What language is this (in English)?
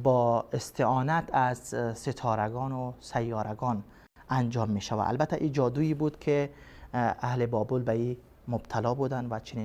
Persian